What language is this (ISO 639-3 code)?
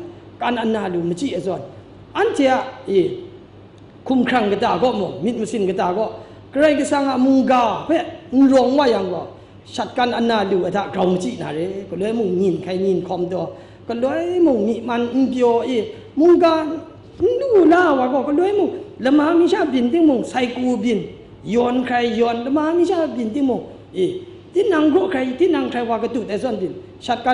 kac